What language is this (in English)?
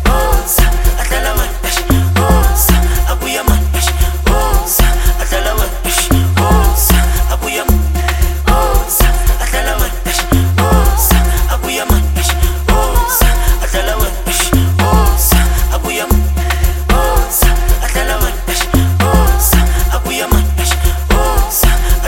Zulu